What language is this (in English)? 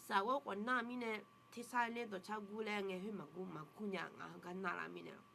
Akha